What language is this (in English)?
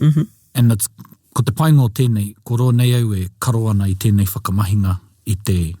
Māori